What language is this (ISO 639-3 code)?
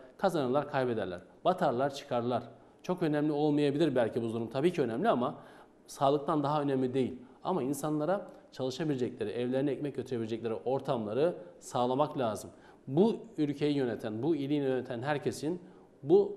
tur